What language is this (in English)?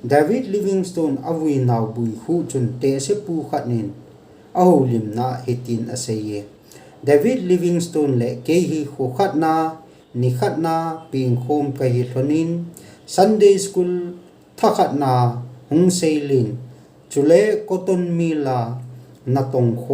Thado Chin